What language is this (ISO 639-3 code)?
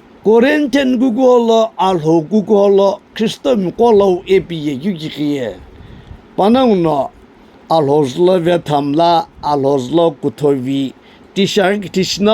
nsm